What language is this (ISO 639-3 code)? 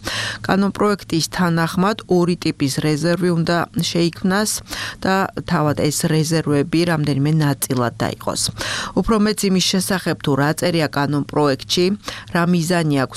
kat